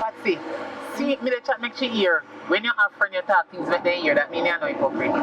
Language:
Jamaican Creole English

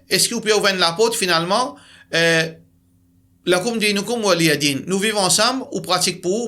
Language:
Morisyen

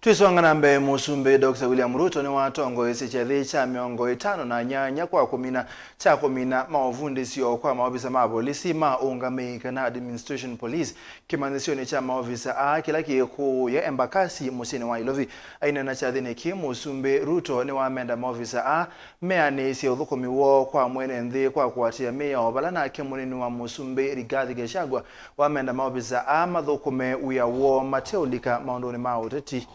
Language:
Kamba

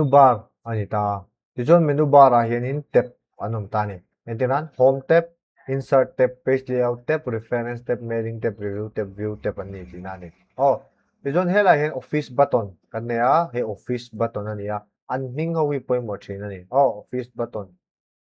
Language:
Mizo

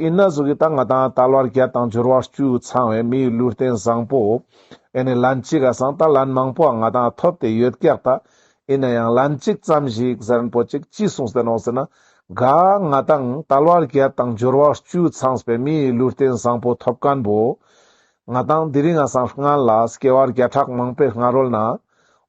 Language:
Ladakhi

